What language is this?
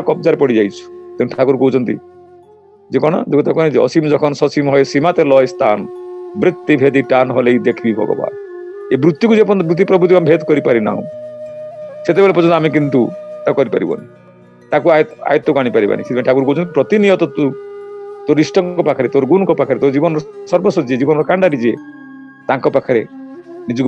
Odia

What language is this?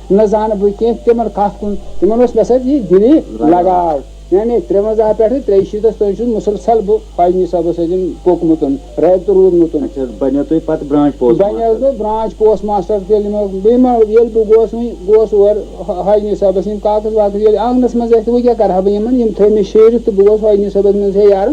Kashmiri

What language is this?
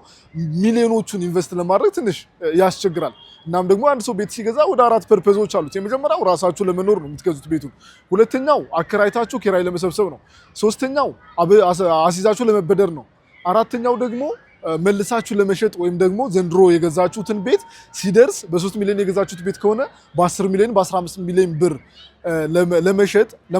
Amharic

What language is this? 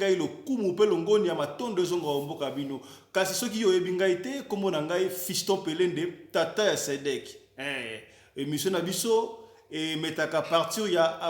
Lingala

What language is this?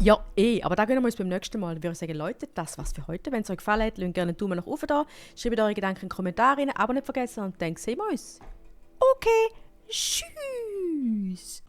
Swiss German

